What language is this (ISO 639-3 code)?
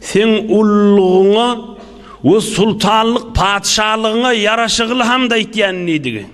tuk